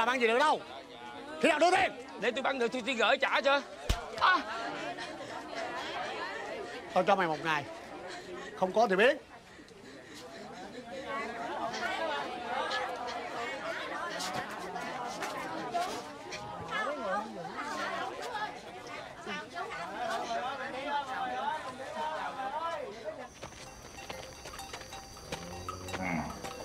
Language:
Vietnamese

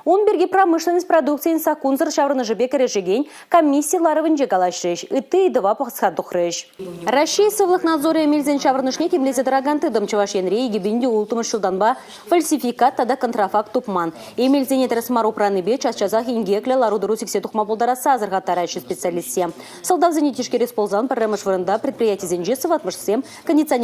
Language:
Chuvash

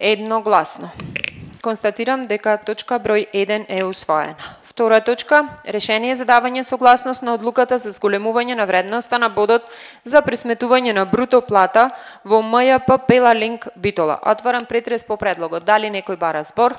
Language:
Macedonian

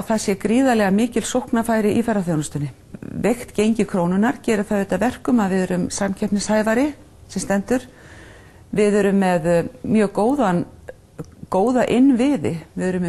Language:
Icelandic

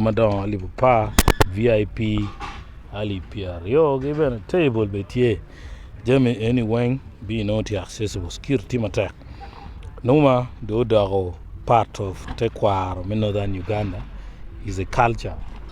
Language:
Acoli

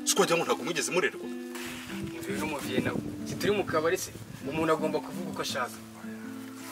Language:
Kinyarwanda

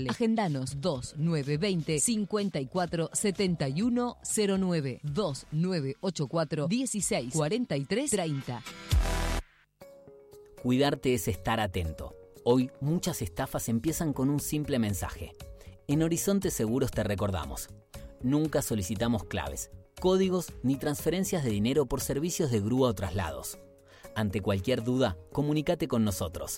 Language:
Spanish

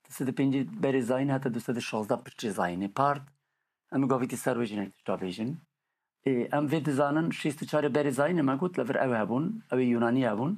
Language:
Kurdish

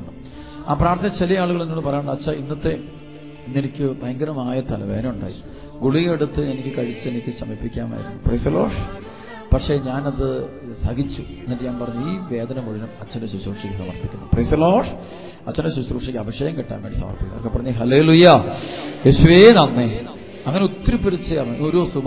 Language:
Malayalam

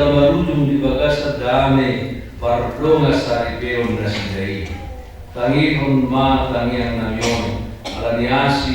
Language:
Batak Toba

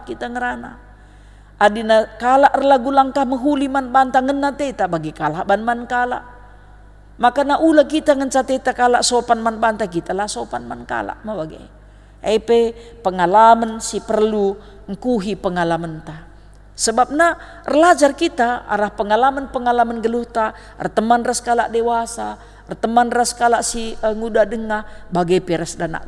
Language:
Batak Karo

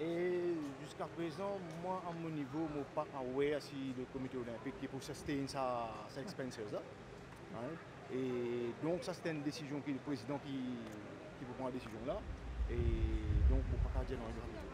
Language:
Morisyen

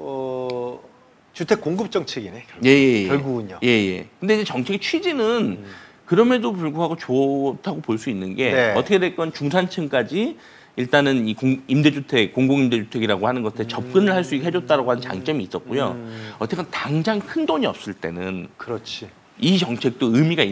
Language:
Korean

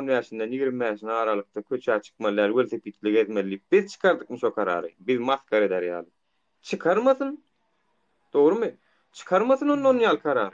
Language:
Turkmen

